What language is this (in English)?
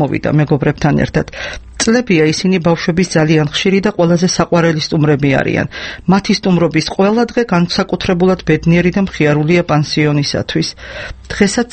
Georgian